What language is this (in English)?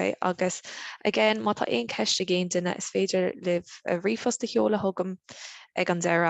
Irish